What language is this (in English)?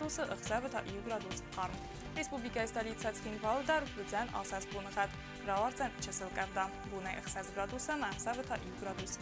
Ossetic